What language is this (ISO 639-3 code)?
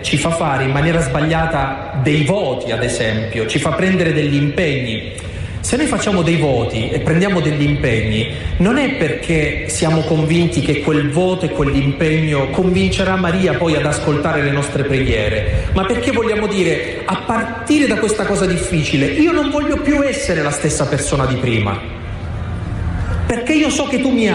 ita